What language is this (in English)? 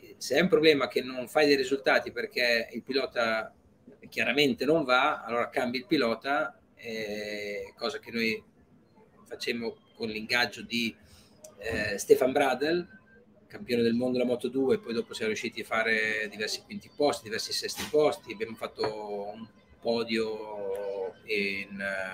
Italian